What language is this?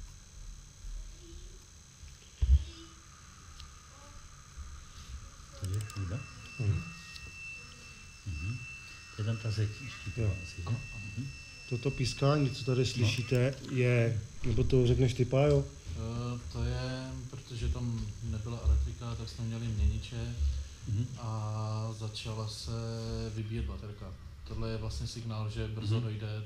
Czech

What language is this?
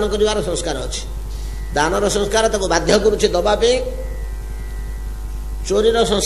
Odia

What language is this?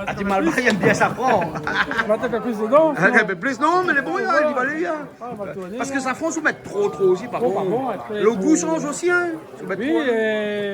Réunion Creole French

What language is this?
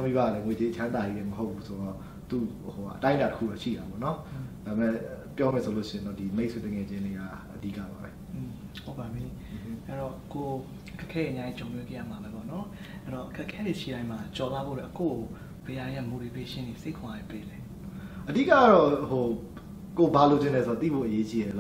Burmese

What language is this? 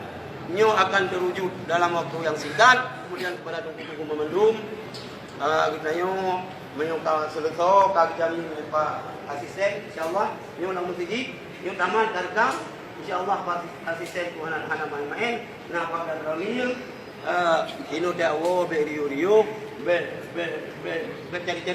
Achinese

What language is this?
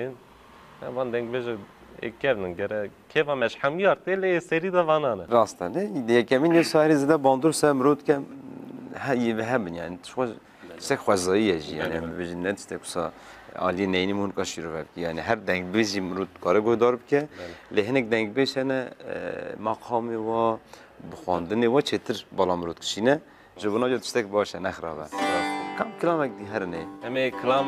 Kurdish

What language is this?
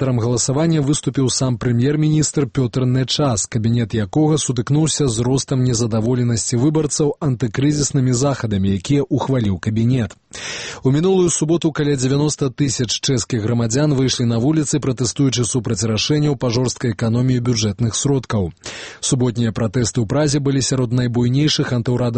Belarusian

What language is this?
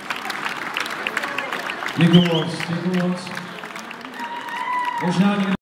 Czech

